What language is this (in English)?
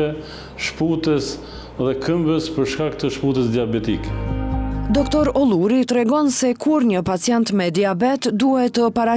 Albanian